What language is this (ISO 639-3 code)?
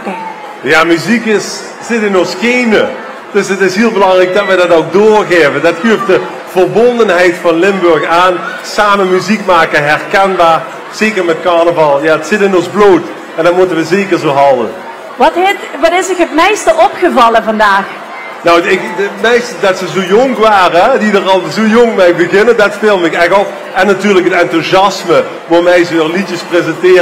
lim